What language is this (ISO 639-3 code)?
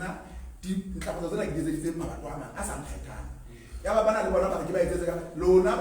sot